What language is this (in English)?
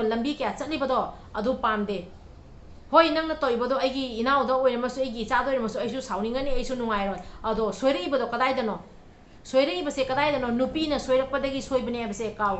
Manipuri